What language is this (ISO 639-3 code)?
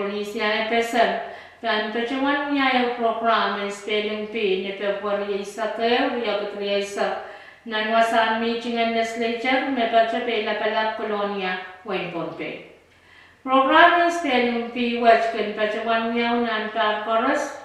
pon